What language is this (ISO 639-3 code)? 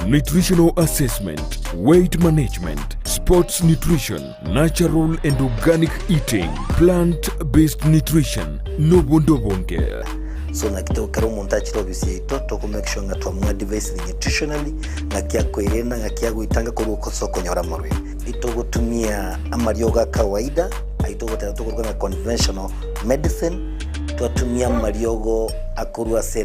guz